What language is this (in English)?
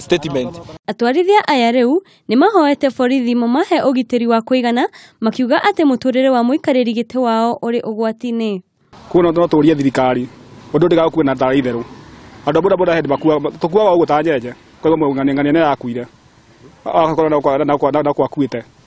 Kikuyu